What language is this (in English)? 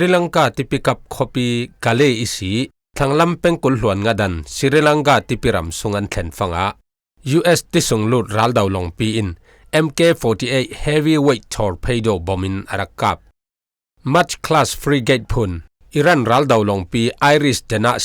Falam Chin